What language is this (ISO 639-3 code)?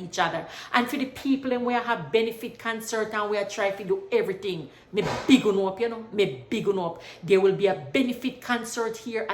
jam